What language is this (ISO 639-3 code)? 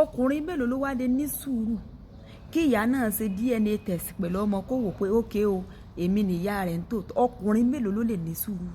yor